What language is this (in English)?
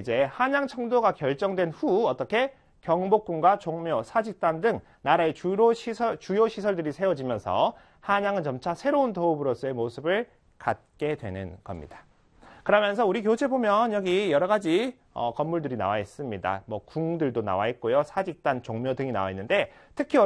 Korean